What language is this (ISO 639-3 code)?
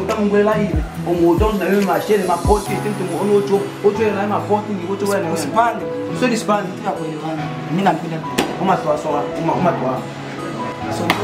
swa